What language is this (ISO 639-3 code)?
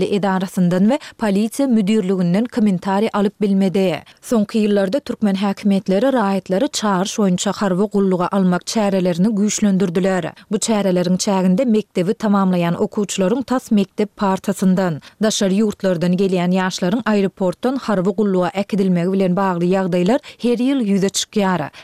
tuk